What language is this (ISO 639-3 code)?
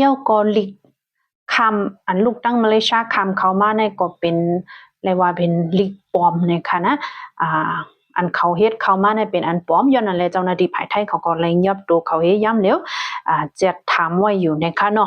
shn